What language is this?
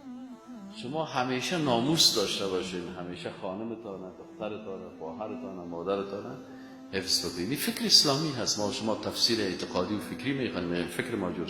Persian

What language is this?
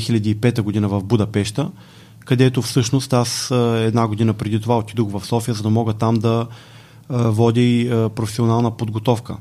Bulgarian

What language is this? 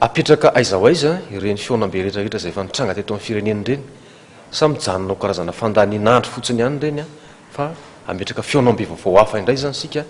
Malagasy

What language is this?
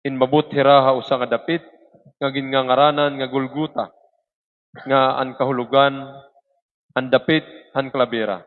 Waray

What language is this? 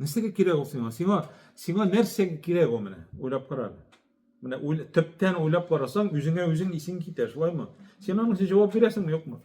Tatar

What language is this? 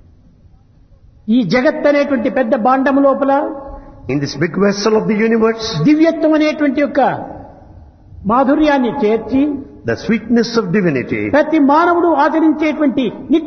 Telugu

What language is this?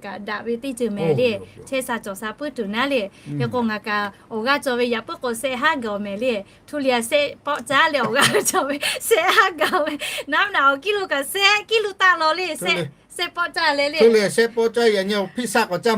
Lahu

